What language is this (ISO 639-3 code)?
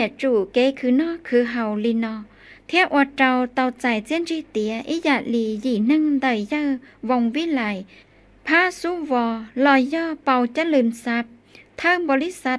hmn